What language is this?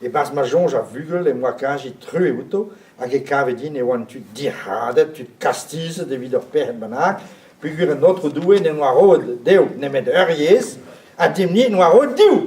Breton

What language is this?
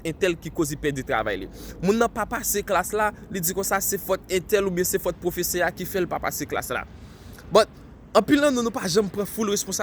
Haitian Creole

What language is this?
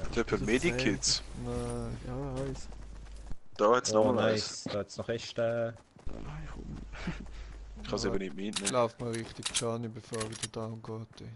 Swiss German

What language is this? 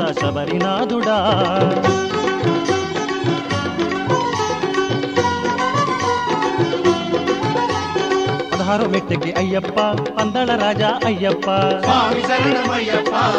Telugu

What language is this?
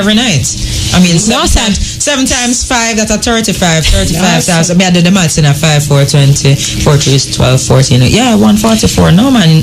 Jamaican Creole English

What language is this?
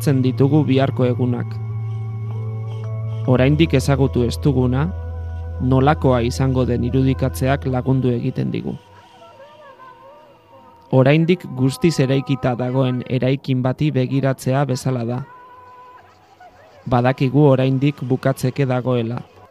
Basque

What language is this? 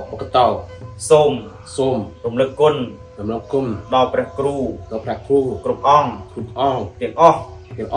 Khmer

